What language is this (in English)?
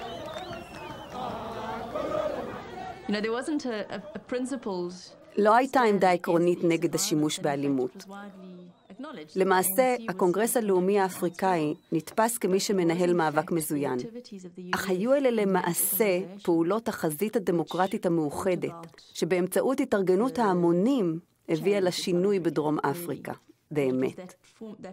Hebrew